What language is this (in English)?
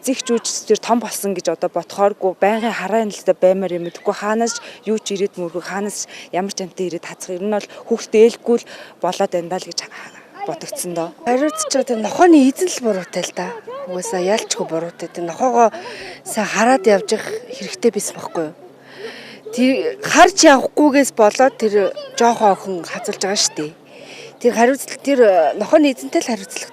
Mongolian